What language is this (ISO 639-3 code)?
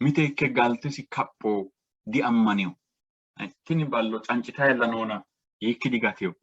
sid